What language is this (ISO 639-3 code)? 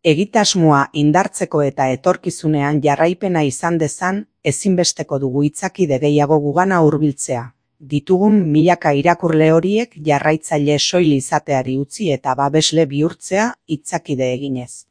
eus